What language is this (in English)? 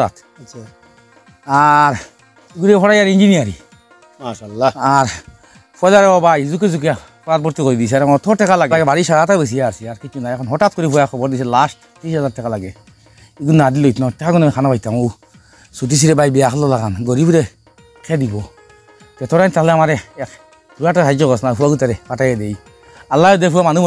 Sylheti